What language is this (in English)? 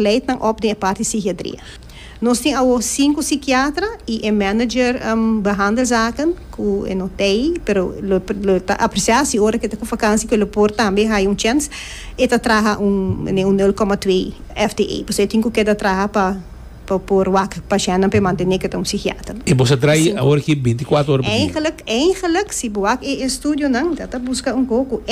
Papiamento